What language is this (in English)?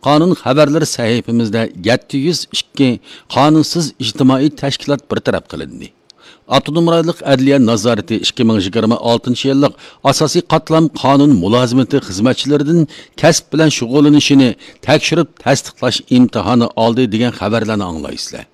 Uyghur